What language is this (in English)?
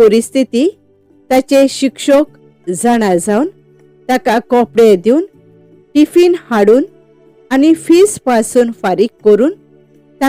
Konkani